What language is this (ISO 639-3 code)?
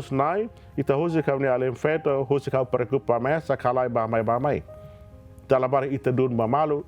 tet